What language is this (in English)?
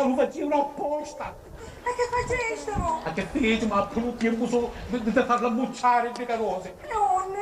Sicilian